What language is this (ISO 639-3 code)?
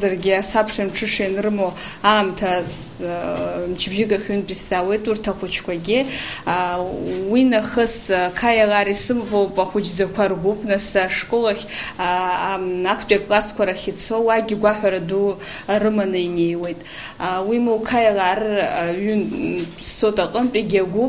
abk